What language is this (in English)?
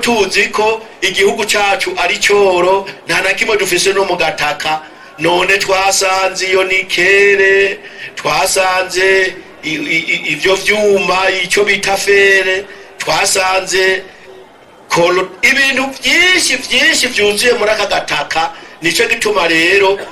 Rundi